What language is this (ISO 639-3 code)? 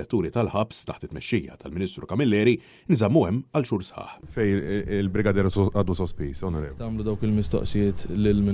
mlt